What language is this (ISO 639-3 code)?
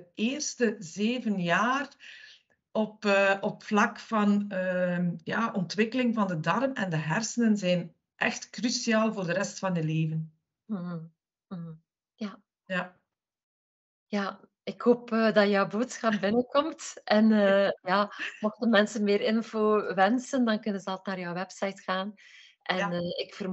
nld